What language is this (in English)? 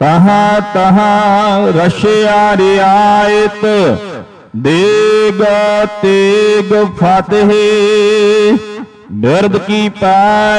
Punjabi